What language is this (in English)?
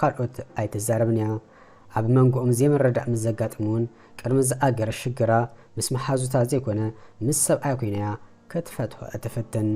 Tigrinya